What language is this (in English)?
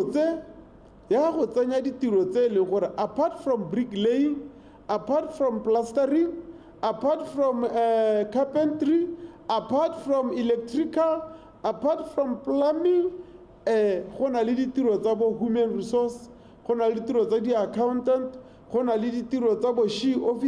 Tswana